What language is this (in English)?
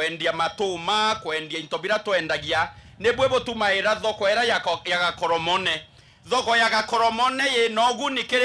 Meru